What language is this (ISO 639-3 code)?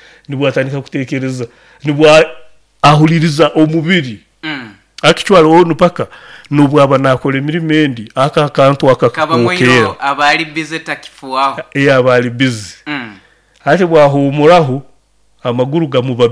nyo